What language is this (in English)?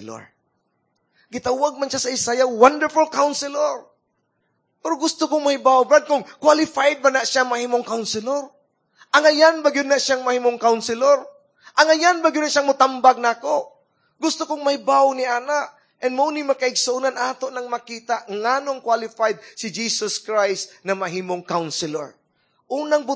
Cebuano